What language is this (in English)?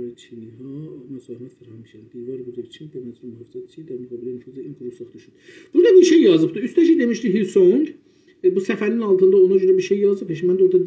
South Azerbaijani